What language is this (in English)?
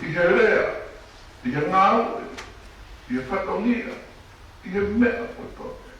Tongan